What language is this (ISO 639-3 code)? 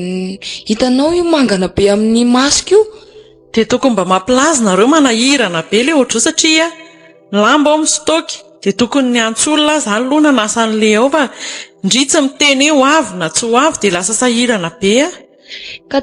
mlg